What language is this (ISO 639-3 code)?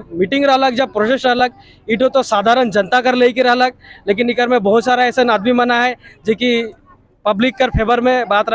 sck